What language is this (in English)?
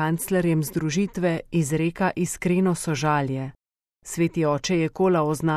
Slovenian